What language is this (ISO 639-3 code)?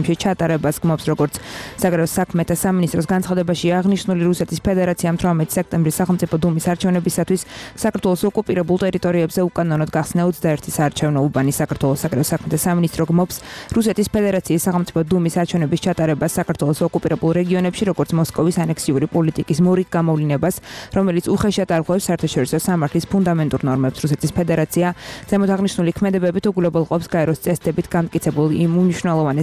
kat